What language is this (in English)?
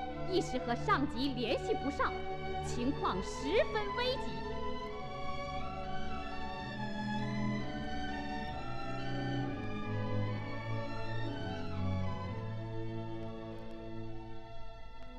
Chinese